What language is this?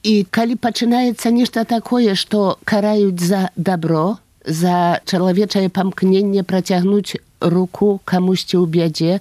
Belarusian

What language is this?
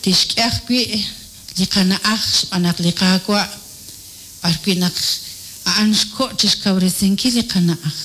Kekchí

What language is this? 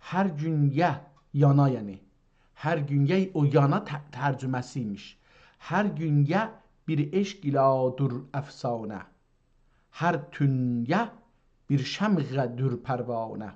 South Azerbaijani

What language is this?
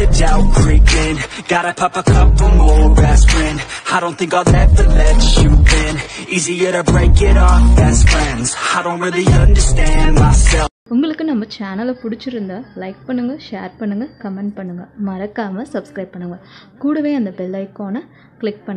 Tamil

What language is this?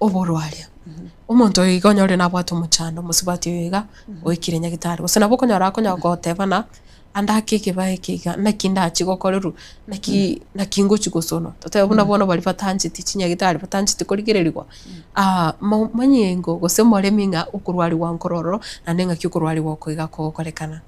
Gusii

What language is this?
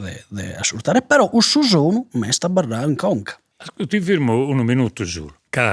Sardinian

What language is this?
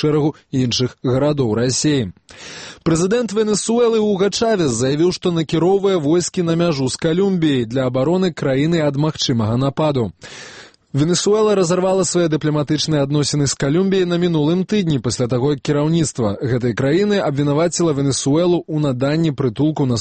Belarusian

